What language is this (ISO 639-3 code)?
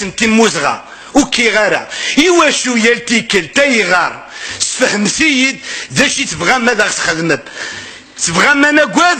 kab